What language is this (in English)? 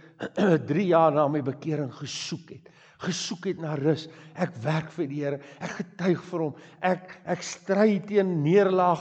Afrikaans